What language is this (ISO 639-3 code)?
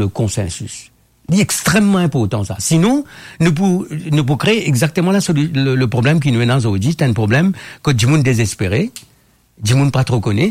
mfe